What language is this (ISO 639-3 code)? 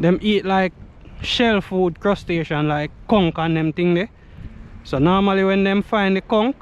jam